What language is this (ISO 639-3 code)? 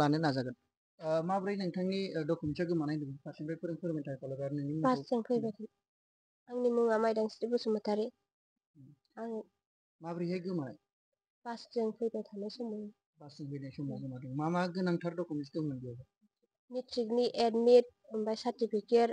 brx